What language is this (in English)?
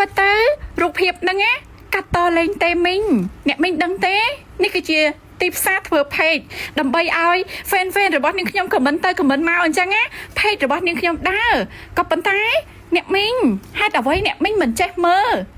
Khmer